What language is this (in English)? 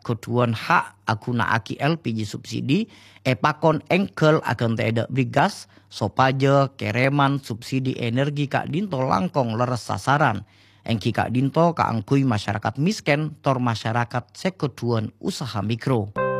Madurese